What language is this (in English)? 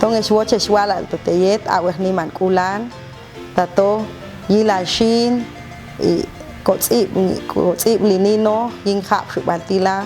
Popti'